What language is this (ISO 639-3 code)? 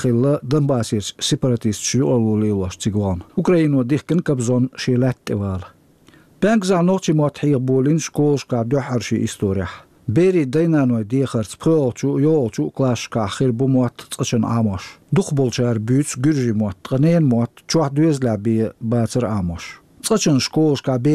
che